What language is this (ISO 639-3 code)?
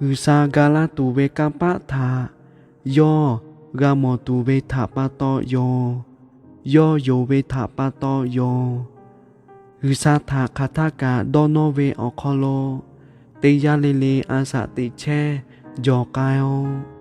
lhu